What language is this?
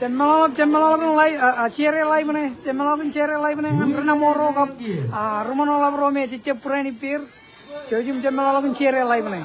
Marshallese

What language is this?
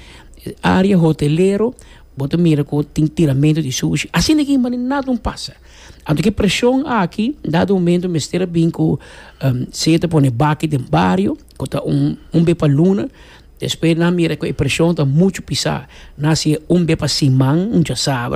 Papiamento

